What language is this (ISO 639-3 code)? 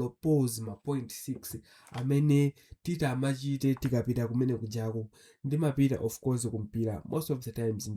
nya